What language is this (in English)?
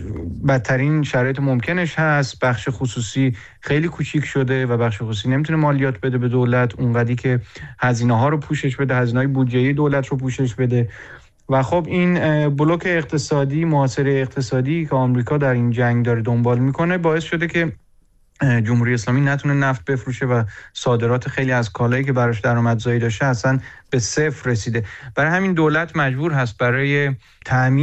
Persian